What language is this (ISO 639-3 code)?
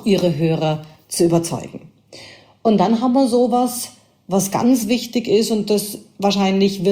deu